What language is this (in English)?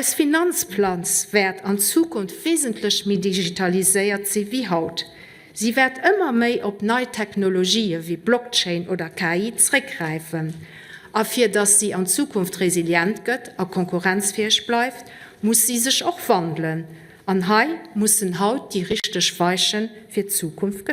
Luxembourgish